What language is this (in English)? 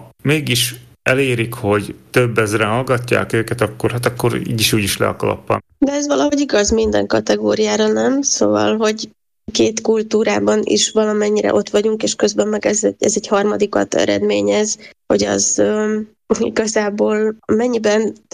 Hungarian